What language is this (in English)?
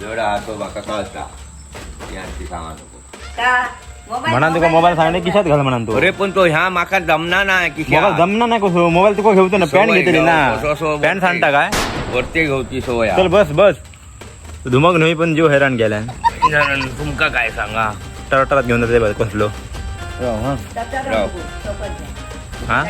Konkani